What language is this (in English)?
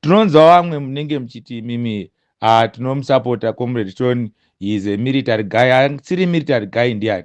Shona